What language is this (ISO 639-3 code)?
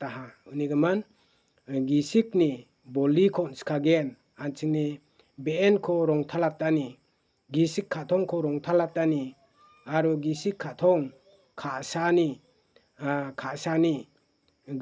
grt